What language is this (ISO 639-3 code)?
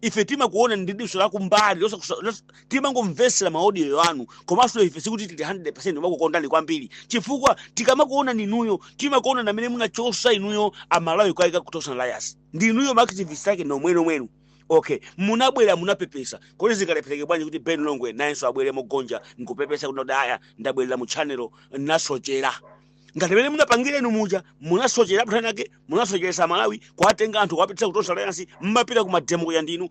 nya